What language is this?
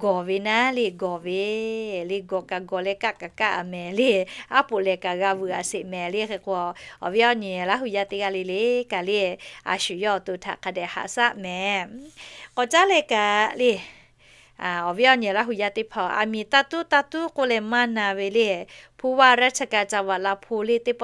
Lahu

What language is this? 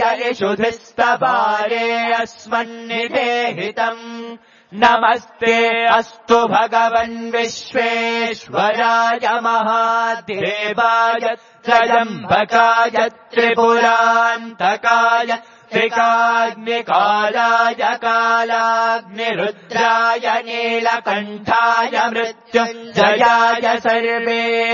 Sanskrit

